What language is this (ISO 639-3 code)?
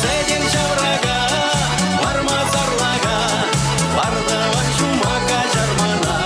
chv